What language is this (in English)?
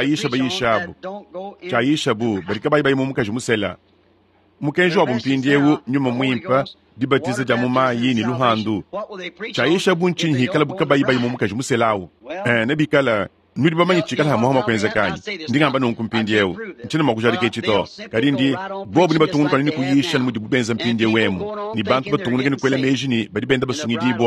Luba-Lulua